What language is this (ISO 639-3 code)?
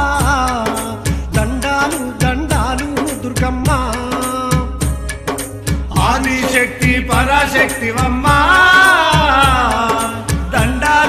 tel